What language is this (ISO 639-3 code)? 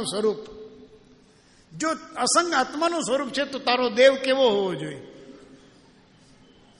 guj